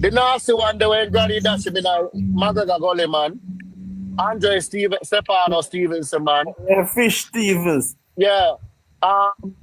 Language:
Jamaican Creole English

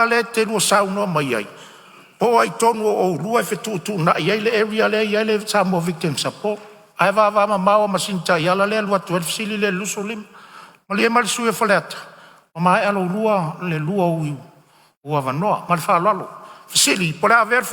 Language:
Samoan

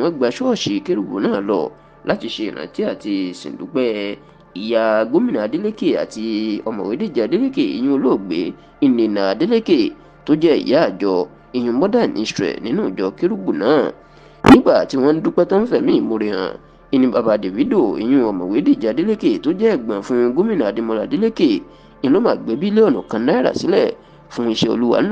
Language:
Yoruba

